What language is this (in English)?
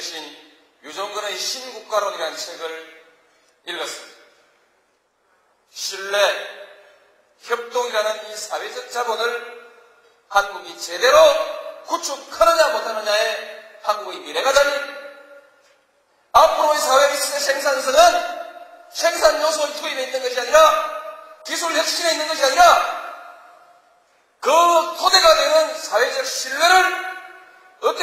Korean